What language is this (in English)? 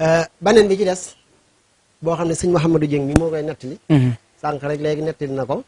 Wolof